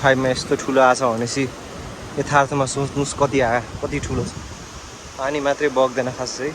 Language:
Nepali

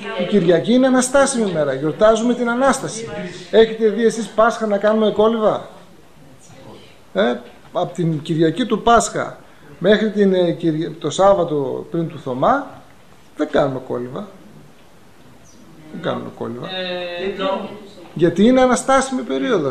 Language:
Greek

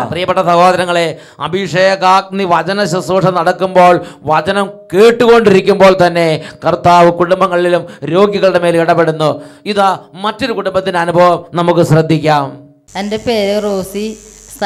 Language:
Malayalam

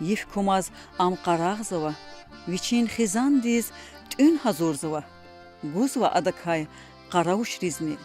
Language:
Lezghian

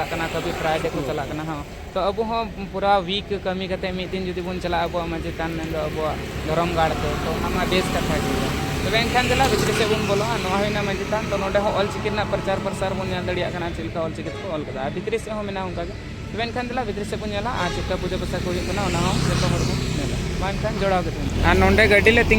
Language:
Santali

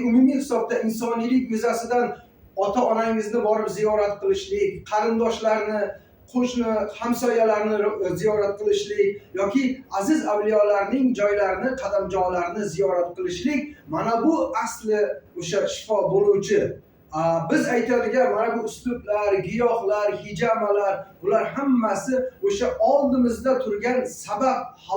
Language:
Uzbek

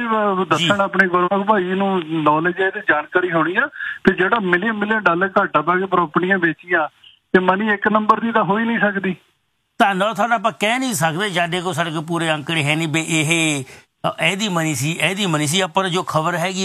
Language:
Punjabi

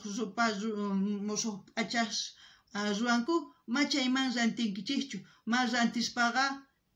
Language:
South Bolivian Quechua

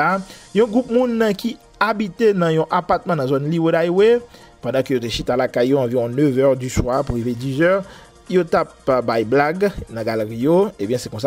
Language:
Haitian Creole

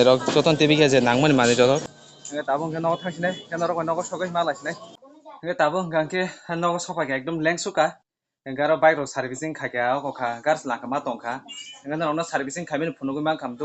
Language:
Kok Borok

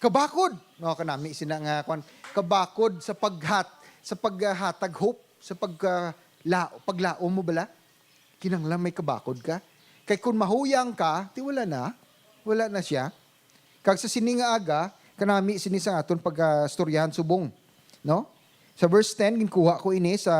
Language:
Hiligaynon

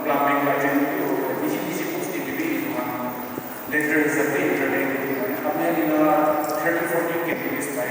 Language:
Naga Pidgin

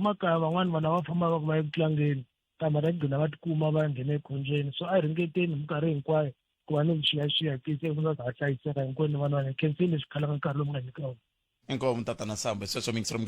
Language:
Tsonga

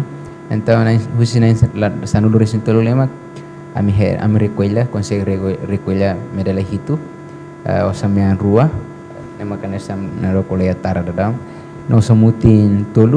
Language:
Tetum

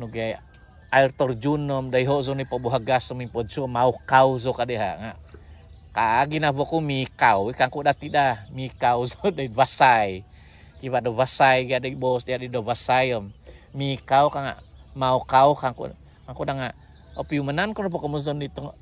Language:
Central Dusun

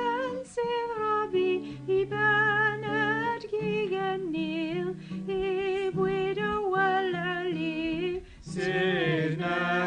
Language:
Kabyle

